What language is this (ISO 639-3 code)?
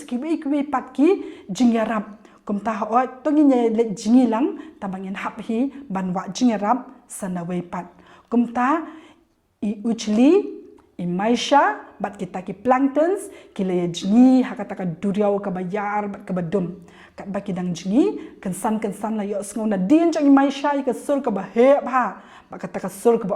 kha